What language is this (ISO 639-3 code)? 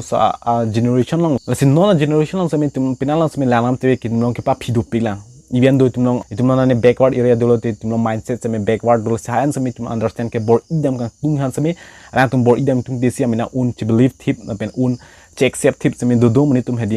mjw